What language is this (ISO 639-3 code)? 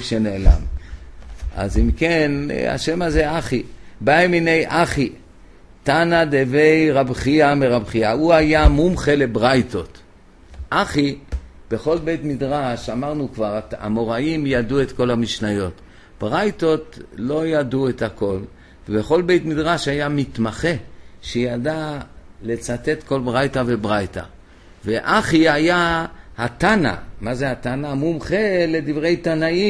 heb